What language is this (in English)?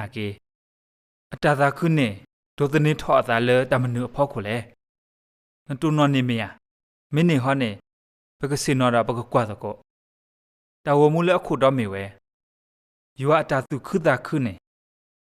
S'gaw Karen